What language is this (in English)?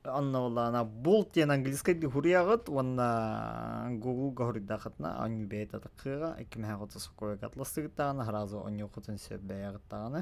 Yakut